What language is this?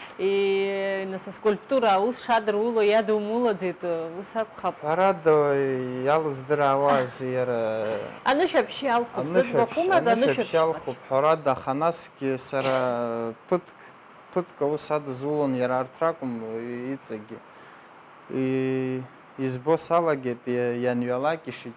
Abkhazian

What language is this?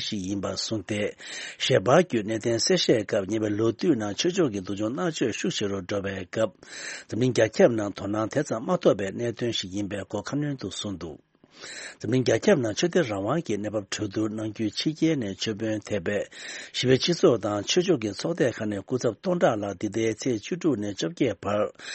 Tibetan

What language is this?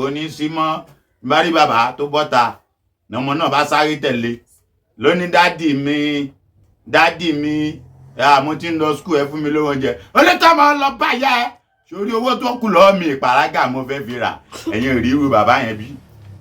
Yoruba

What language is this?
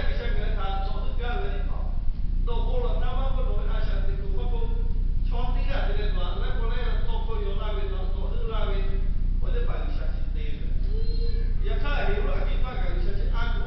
Lahu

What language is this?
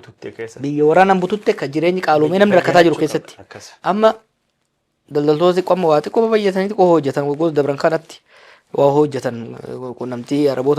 Oromo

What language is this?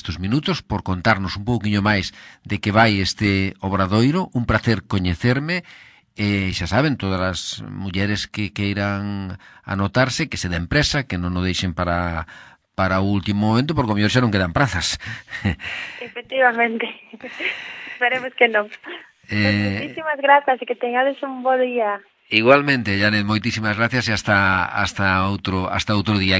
Galician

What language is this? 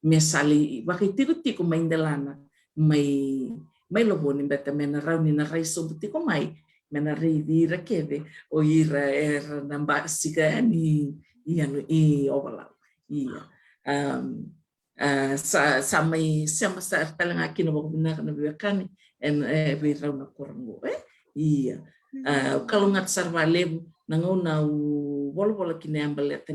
Fijian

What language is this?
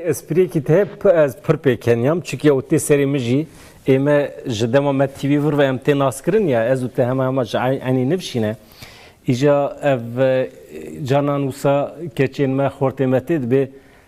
Kurdish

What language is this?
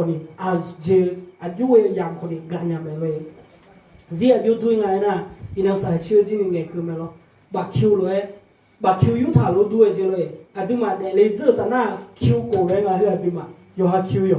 Akha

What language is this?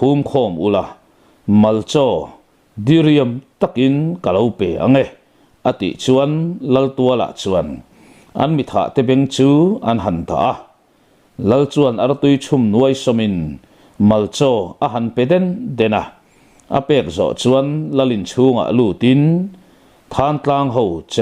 Mizo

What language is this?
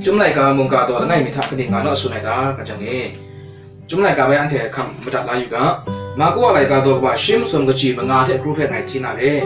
Kachin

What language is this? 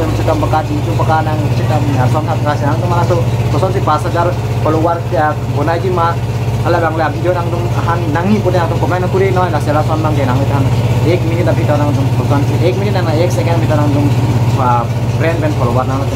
Karbi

